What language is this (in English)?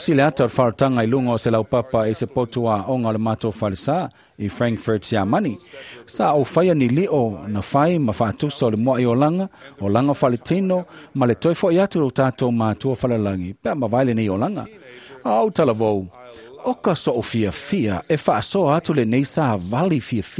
Samoan